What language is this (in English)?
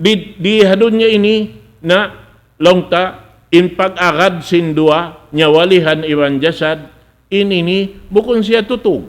Tausug